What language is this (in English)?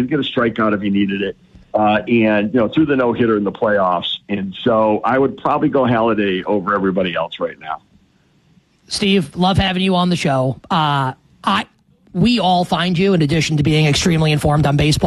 English